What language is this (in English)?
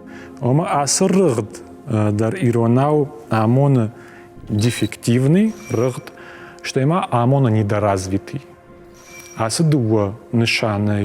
Ossetic